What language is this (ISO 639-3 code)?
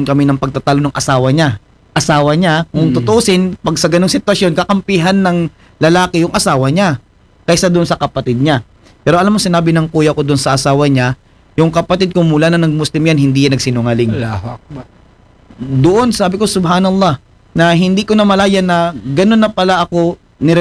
fil